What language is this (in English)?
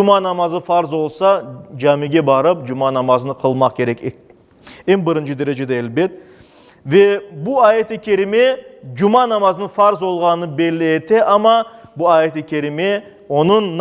Crimean Tatar